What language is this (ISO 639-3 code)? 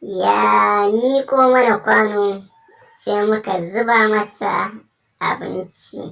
hau